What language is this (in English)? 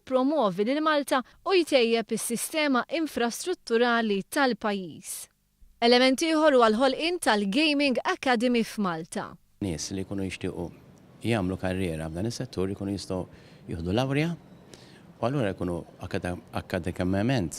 Maltese